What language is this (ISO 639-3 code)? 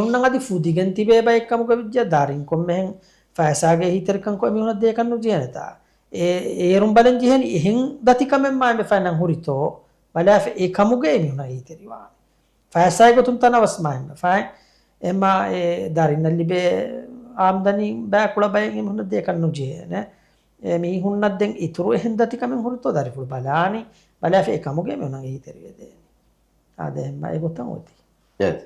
div